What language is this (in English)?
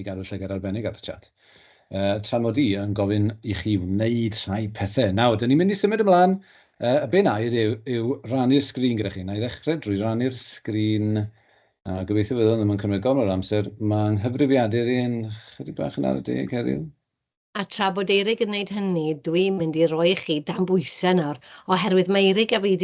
Welsh